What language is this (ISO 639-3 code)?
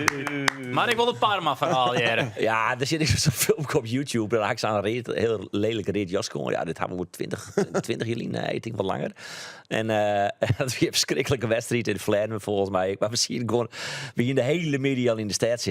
fry